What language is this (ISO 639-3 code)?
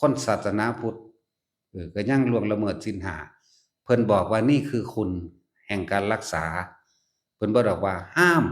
lao